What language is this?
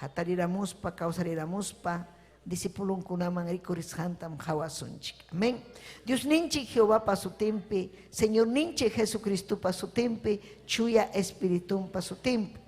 Ayacucho Quechua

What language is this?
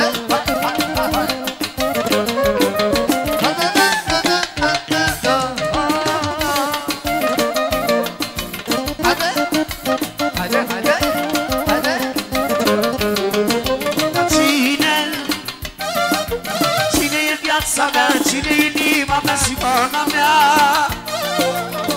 Romanian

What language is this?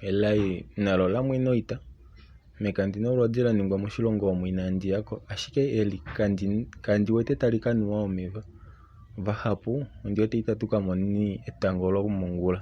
Kuanyama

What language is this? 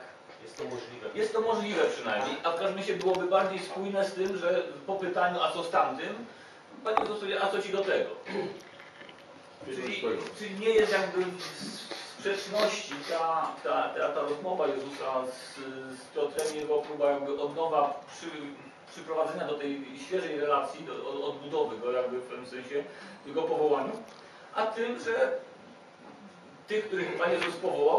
Polish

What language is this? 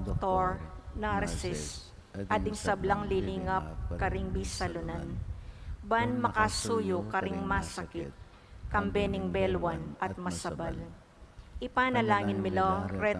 Pampanga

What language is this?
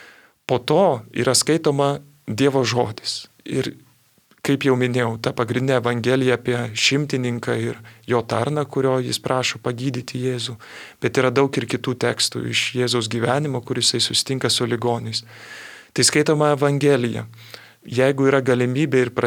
Lithuanian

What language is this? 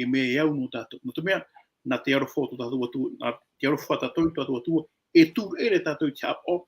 Tahitian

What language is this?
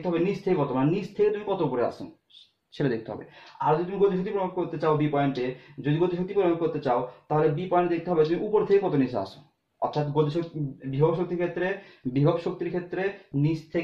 Bangla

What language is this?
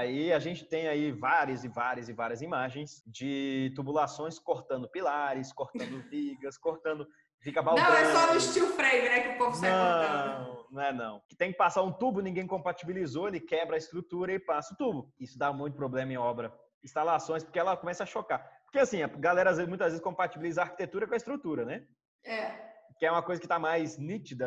Portuguese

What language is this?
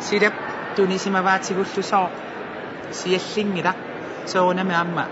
Kalaallisut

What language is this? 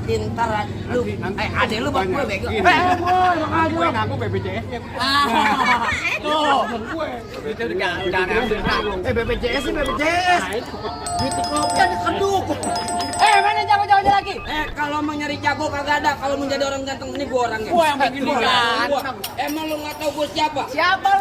Betawi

